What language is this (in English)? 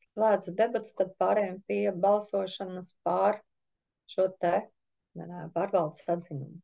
Latvian